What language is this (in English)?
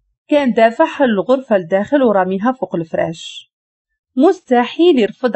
Moroccan Arabic